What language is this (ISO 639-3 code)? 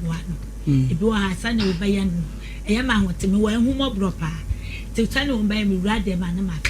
aka